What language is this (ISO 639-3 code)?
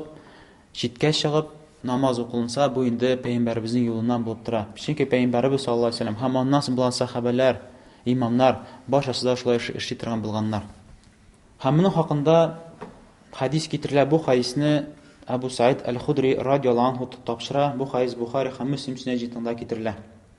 tat